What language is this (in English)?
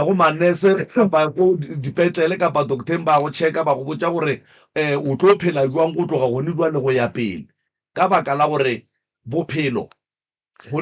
Northern Sotho